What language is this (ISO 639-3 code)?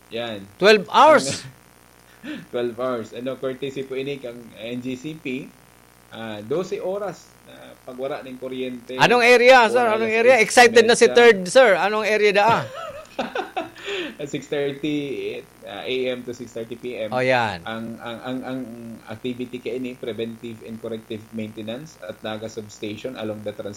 bik